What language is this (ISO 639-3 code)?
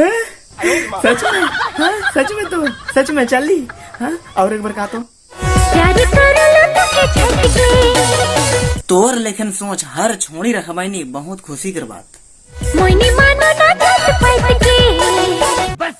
sck